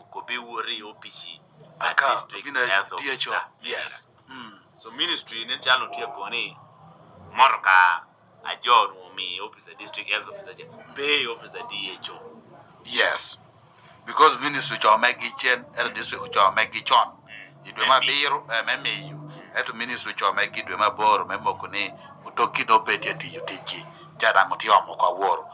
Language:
Lango (Uganda)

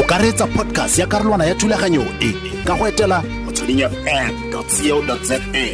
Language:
Tswana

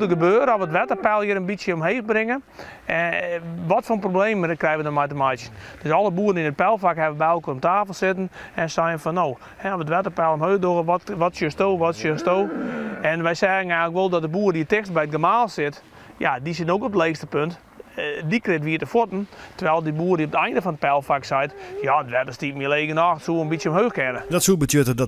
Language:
Western Frisian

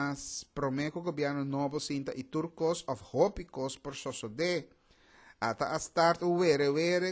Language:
Papiamento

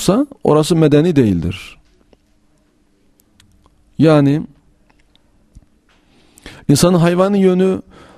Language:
Turkish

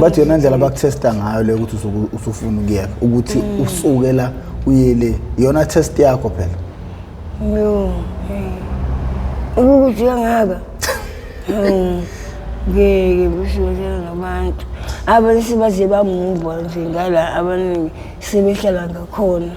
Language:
Zulu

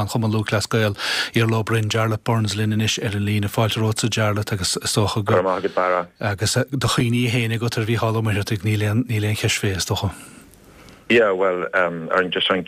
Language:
Irish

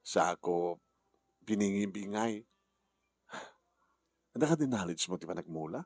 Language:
Iloko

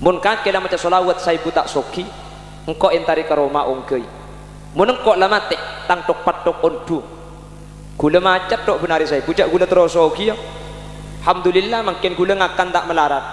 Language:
Madurese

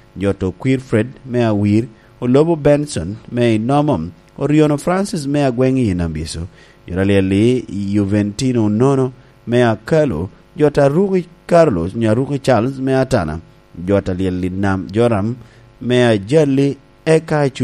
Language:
Lango (Uganda)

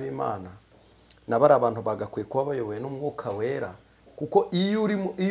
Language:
Kinyarwanda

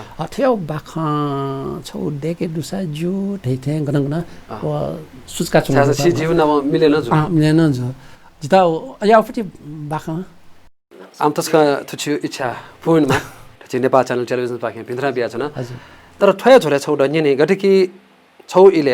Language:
Newari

